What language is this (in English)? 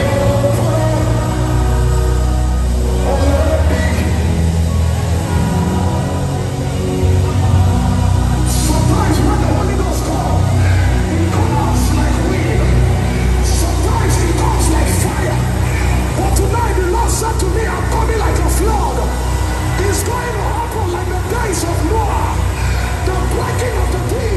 English